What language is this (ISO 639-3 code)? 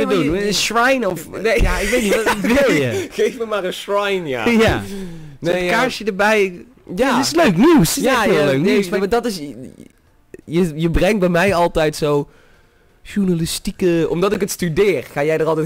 nld